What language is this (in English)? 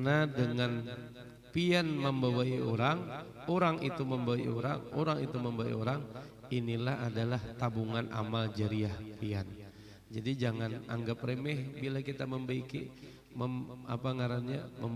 Banjar